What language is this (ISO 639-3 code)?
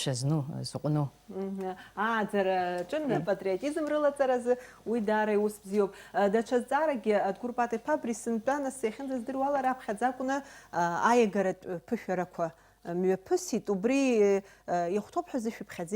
abk